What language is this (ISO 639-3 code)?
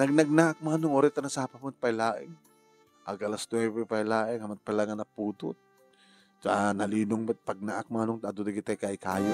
ilo